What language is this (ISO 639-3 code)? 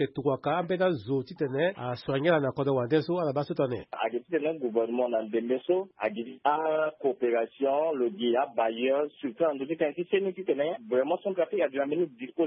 sag